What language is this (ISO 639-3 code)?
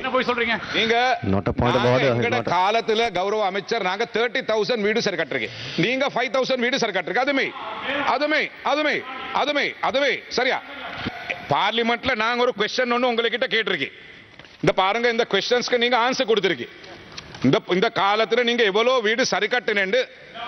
tam